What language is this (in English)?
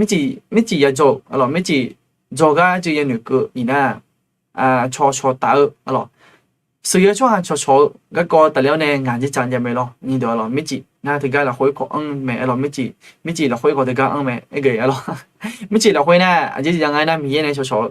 Akha